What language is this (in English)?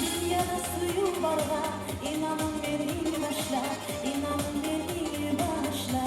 Kumyk